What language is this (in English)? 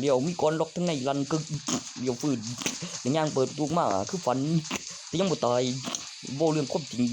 Northeastern Thai